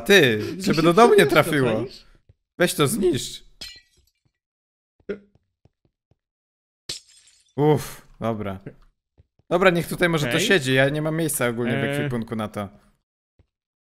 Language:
Polish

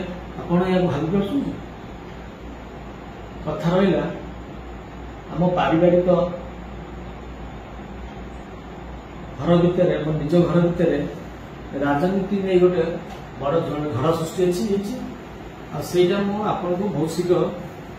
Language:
Odia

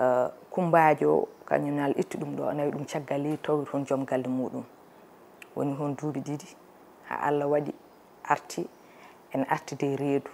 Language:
Fula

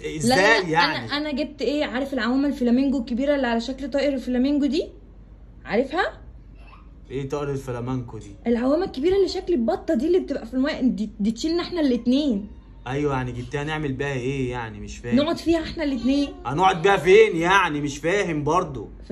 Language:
Egyptian Arabic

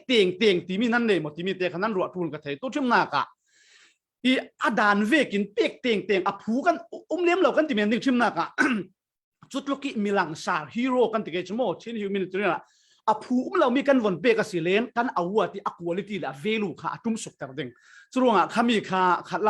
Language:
Falam Chin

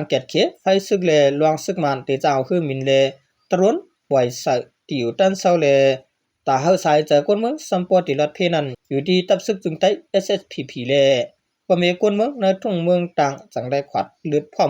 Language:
Shan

